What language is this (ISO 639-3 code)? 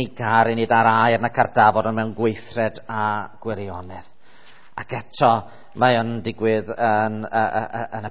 cym